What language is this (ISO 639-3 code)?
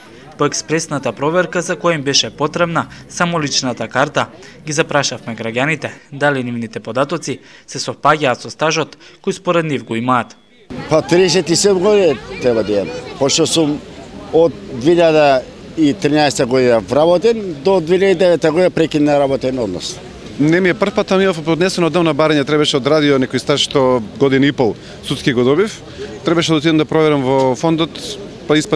mkd